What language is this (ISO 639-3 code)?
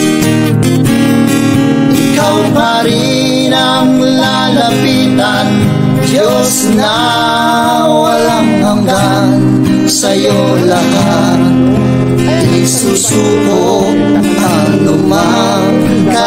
fil